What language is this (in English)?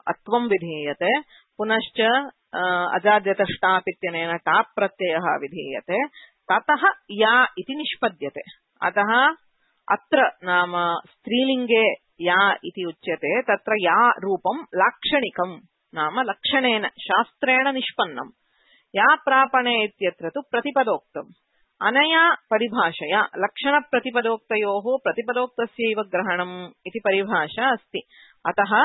Sanskrit